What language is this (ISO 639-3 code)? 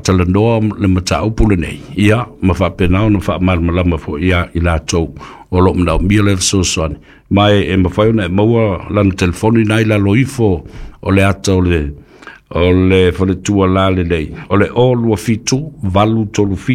smo